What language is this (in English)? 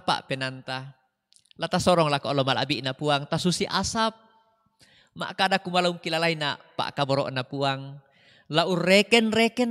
Toraja-Sa'dan